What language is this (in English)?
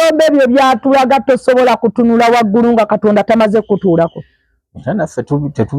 Ganda